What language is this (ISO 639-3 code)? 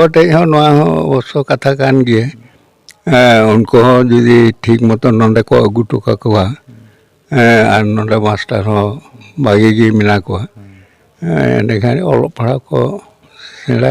sat